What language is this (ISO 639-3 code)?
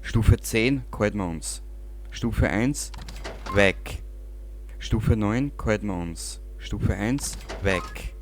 bar